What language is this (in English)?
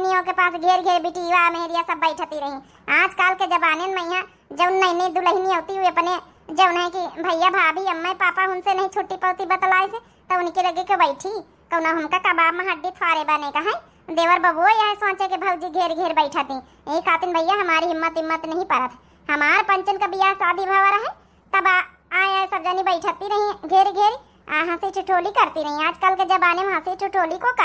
Awadhi